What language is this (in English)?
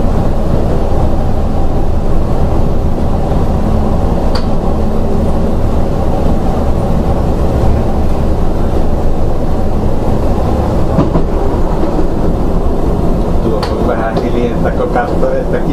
Finnish